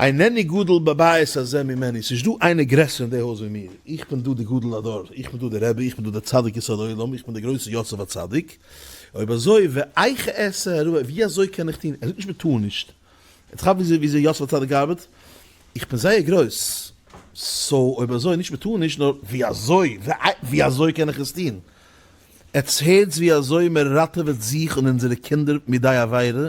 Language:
Yiddish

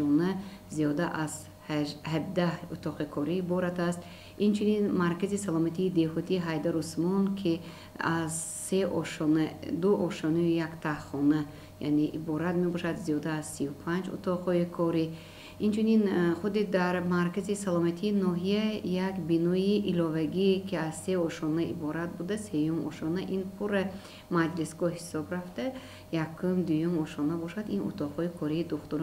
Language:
Tajik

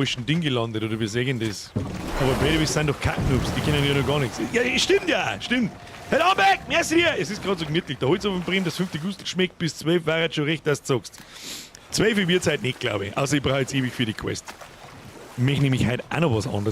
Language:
Bavarian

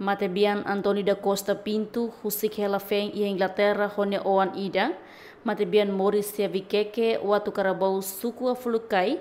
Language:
Tetum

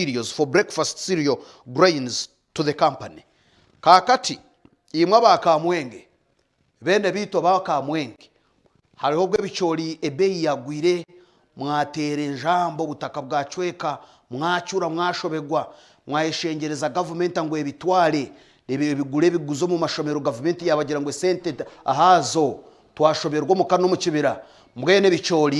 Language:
Nyankole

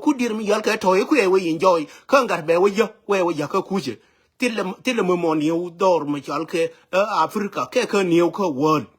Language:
Nuer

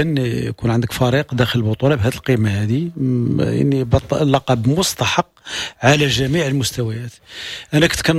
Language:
Moroccan Arabic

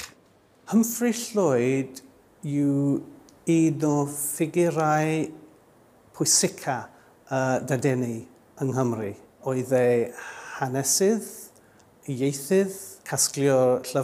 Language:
Welsh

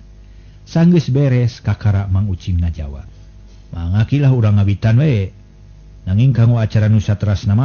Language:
Sundanese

